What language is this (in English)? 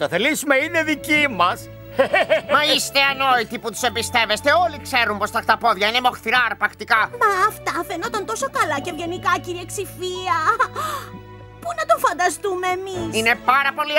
Greek